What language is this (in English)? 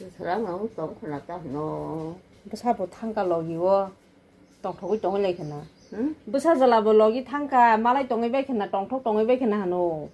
Kok Borok